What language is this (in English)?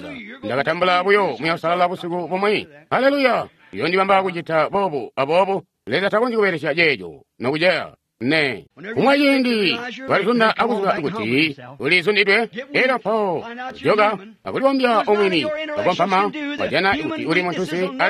Tonga (Zambia)